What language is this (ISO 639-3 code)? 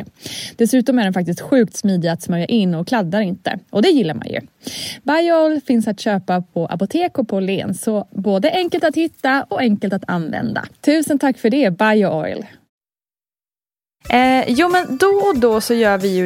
swe